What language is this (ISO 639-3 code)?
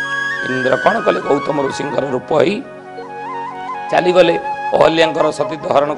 ori